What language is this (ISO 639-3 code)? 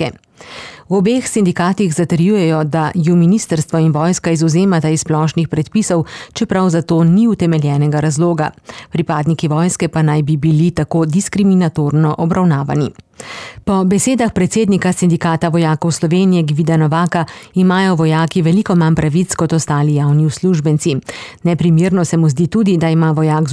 slv